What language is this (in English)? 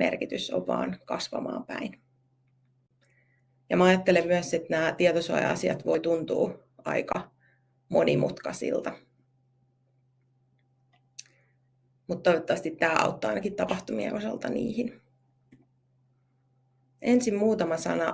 Finnish